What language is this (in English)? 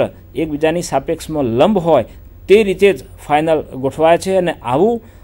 Gujarati